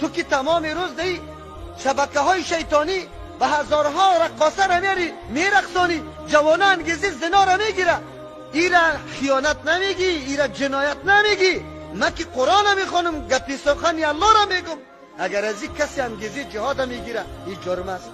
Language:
Persian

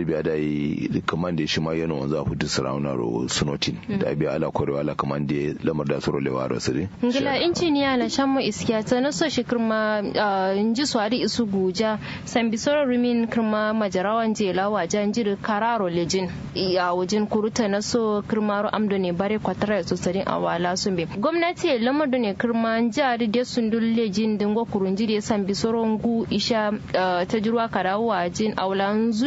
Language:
Kanuri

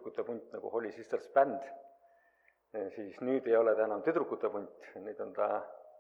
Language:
Estonian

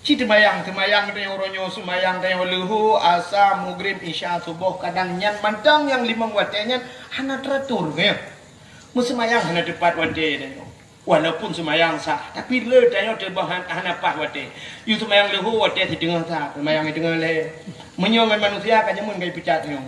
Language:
Achinese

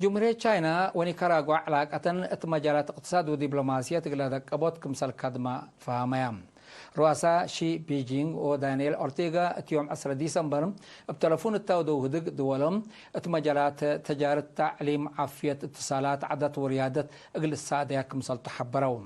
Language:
Tigre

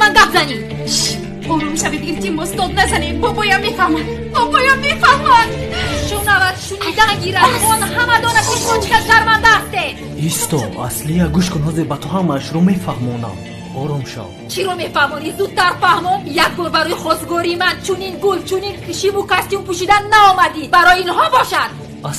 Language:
Tajik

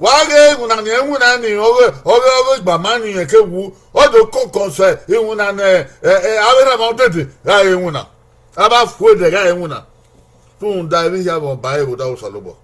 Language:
Bini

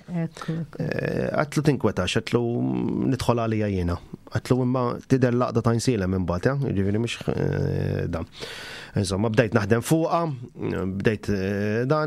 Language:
Maltese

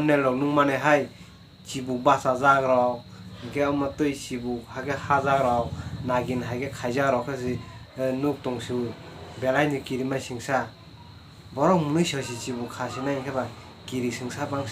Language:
Kok Borok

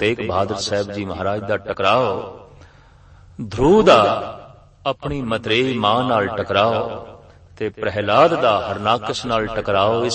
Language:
Punjabi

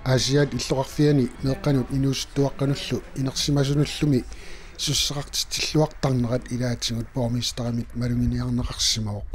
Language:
Kalaallisut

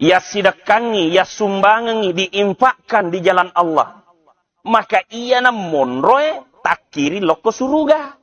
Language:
Buginese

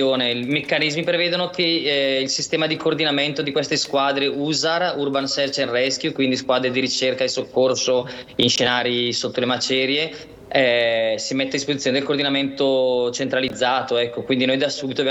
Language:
Italian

